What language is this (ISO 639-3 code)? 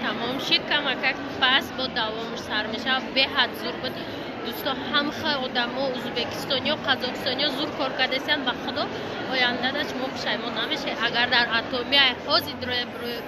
tgk